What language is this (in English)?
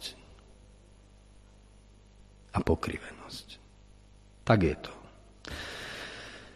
Slovak